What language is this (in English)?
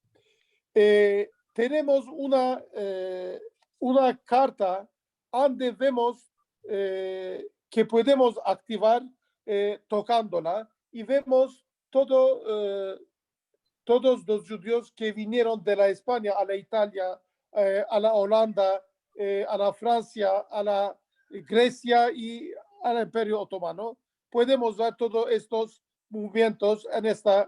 Ladino